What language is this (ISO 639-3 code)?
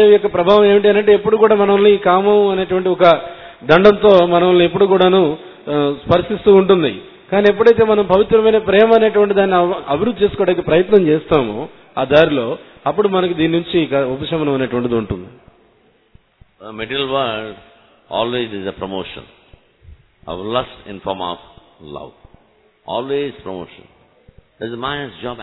tel